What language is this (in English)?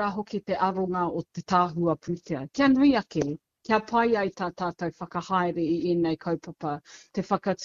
Māori